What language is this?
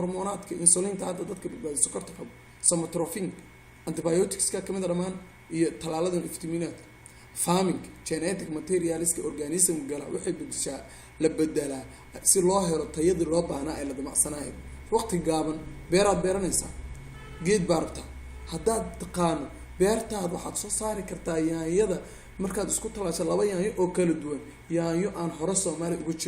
Somali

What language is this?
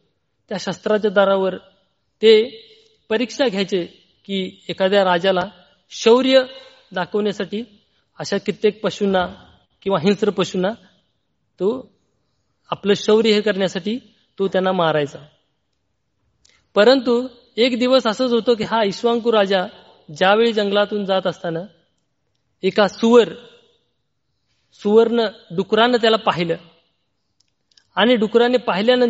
Marathi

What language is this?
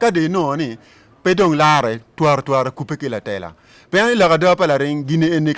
Acoli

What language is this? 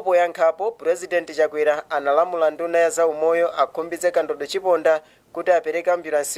Nyanja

